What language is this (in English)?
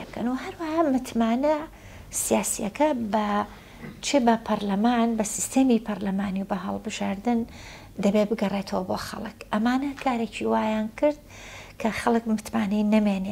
Central Kurdish